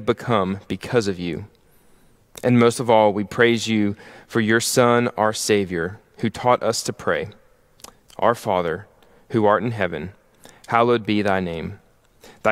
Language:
English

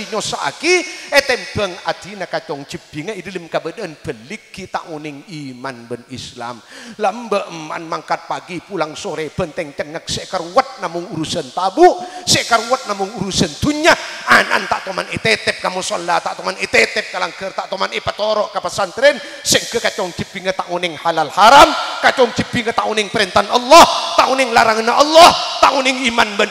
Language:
Madurese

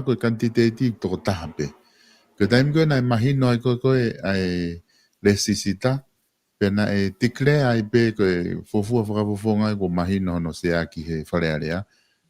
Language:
Tongan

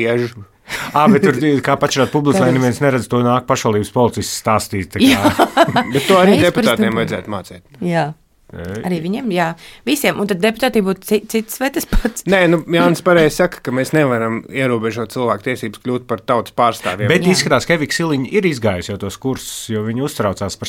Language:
Latvian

